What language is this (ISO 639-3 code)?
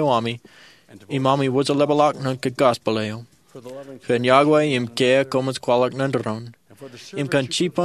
mah